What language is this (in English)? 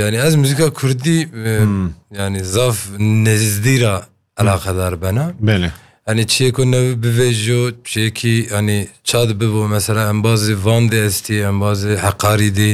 Kurdish